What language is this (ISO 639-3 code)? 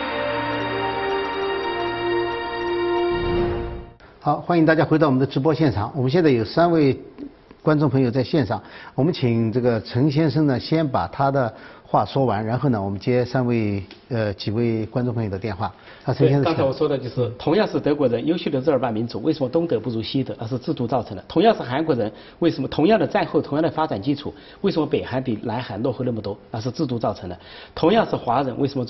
zho